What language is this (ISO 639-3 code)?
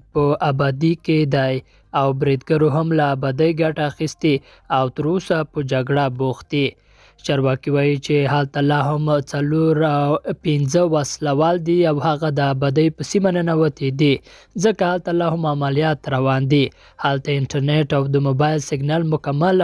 pus